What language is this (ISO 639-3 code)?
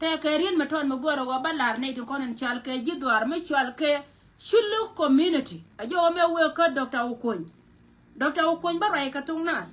nus